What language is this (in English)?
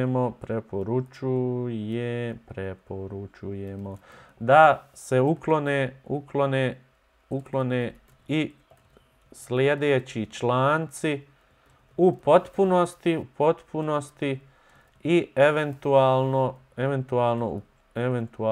Bosnian